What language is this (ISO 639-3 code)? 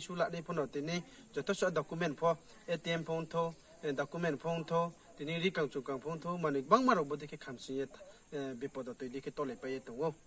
ria